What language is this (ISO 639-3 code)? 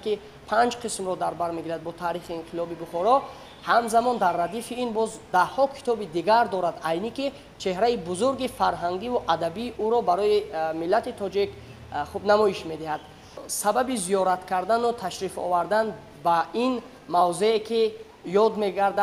tgk